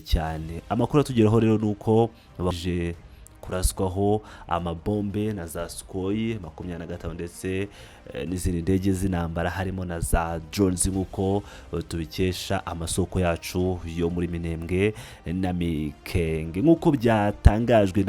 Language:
Kinyarwanda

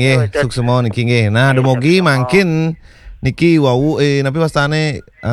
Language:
Balinese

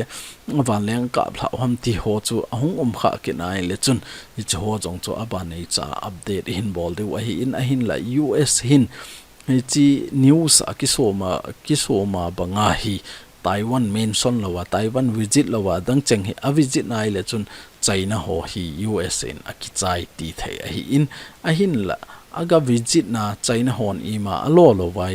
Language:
Thado Chin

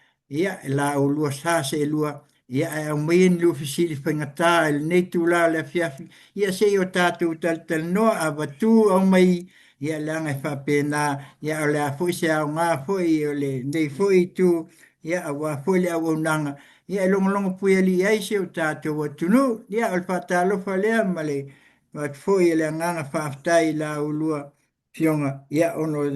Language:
Samoan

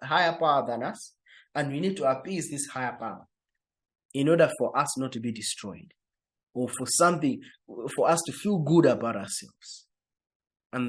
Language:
English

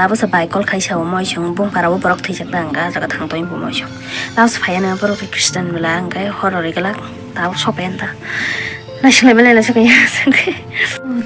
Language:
Kok Borok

